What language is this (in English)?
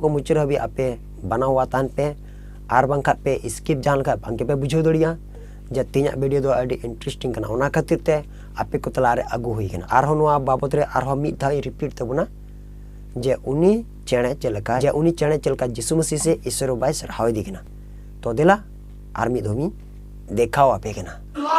Santali